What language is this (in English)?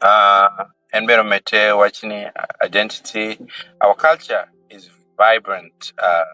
Acoli